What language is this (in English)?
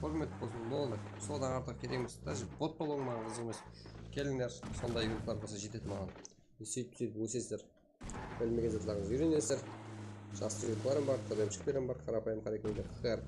Kara-Kalpak